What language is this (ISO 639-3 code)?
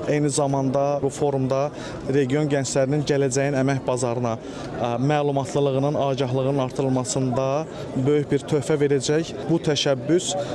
aze